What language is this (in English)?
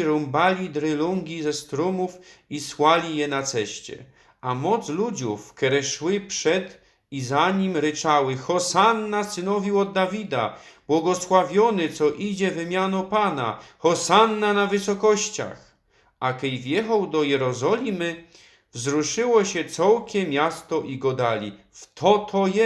Silesian